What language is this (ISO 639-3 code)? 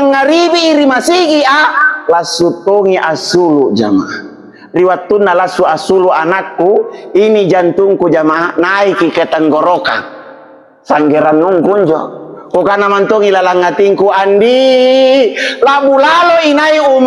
mak